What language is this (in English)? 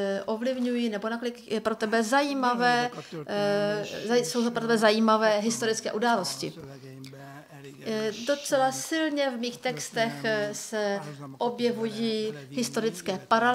Czech